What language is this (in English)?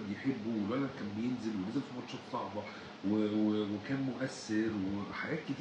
Egyptian Arabic